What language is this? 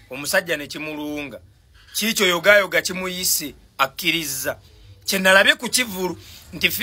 Ganda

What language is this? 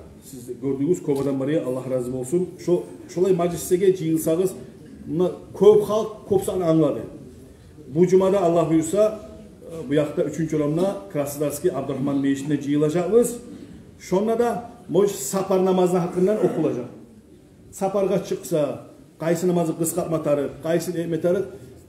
Kumyk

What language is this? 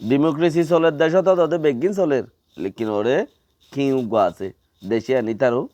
Rohingya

